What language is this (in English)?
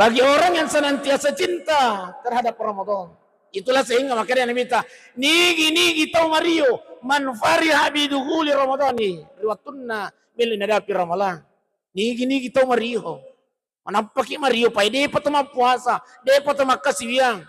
Buginese